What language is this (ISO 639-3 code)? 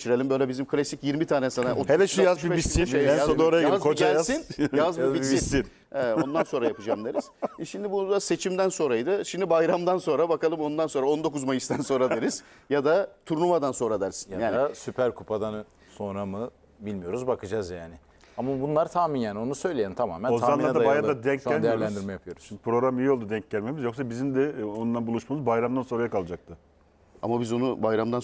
tur